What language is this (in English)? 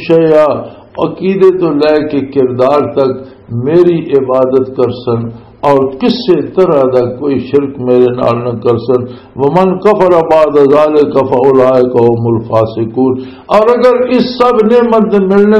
Western Panjabi